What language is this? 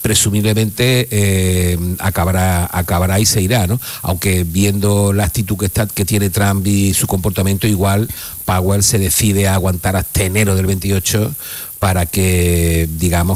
Spanish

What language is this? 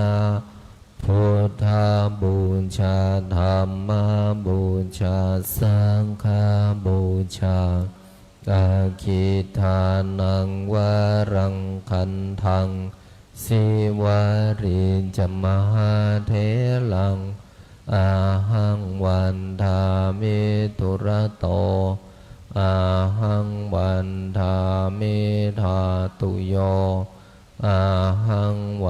Pali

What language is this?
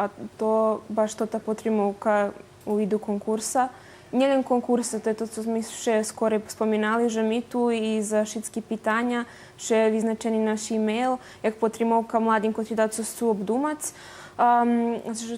Rusyn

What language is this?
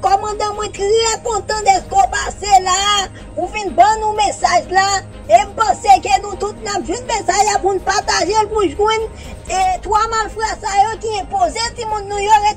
Haitian Creole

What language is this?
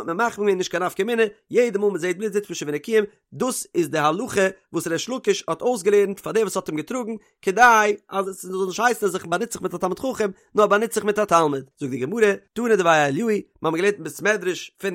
Yiddish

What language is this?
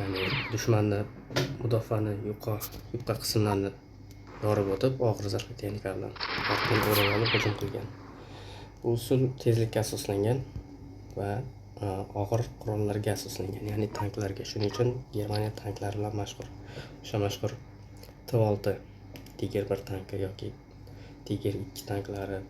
Uzbek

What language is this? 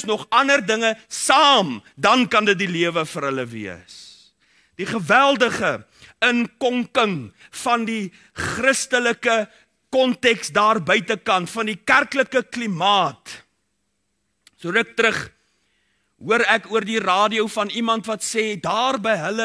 Afrikaans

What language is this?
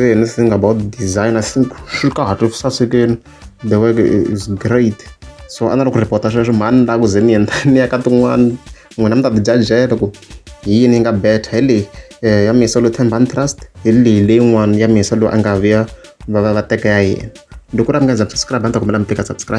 Tsonga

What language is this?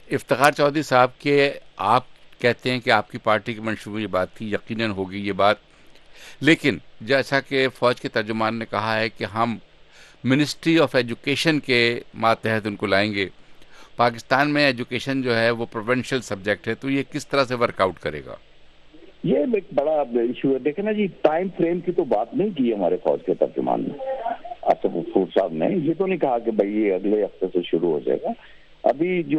Urdu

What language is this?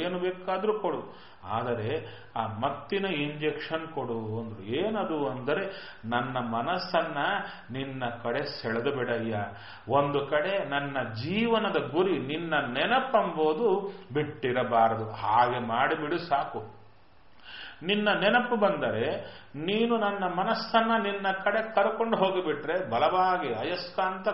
Kannada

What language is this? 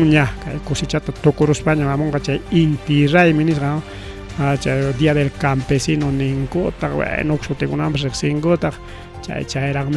Ayacucho Quechua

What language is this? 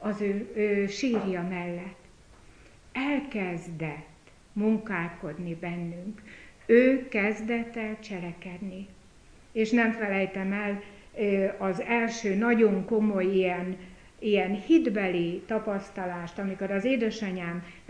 Hungarian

